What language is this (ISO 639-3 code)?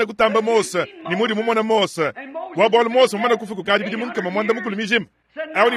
lua